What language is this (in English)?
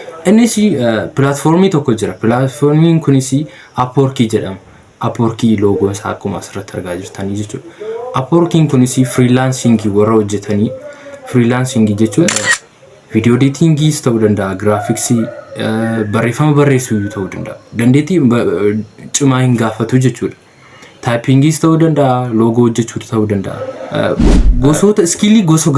Oromo